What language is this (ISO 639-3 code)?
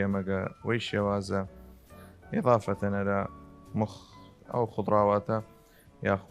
sdh